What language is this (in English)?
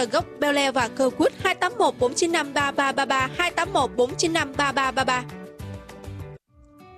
Vietnamese